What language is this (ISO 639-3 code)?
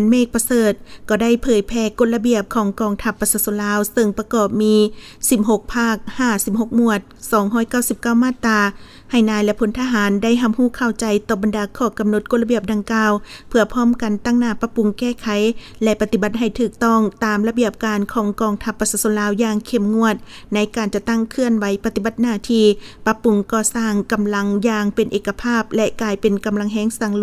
lao